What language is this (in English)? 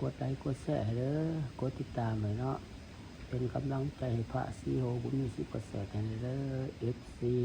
Lao